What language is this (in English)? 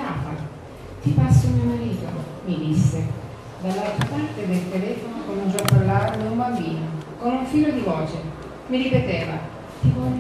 Italian